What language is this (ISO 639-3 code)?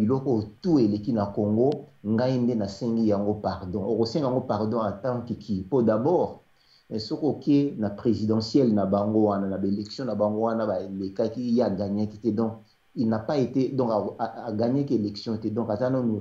lin